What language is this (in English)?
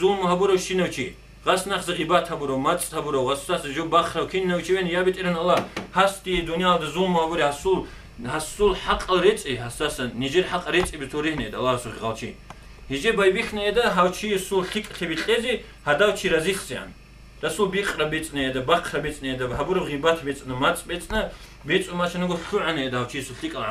Avaric